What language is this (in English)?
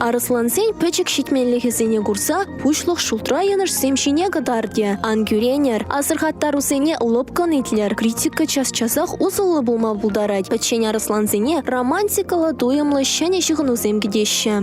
Chuvash